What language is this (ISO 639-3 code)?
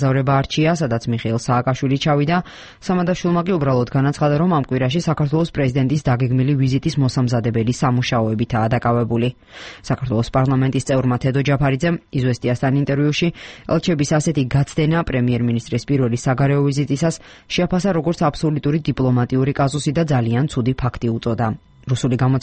kat